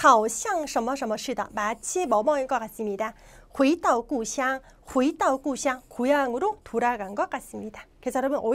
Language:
Korean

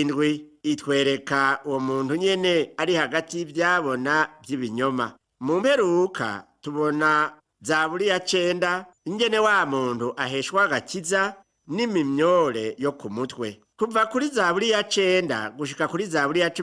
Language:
Rundi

